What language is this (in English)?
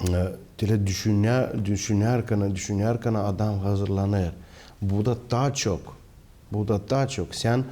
Gagauz